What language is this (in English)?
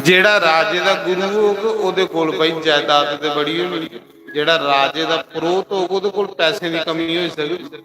Dogri